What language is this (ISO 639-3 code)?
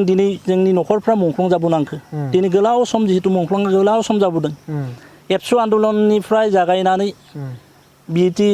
brx